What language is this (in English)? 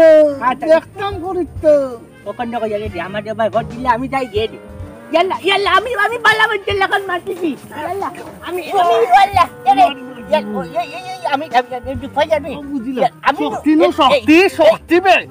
Sylheti